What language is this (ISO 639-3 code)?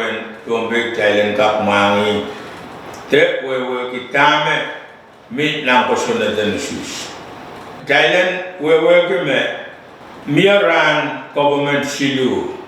pon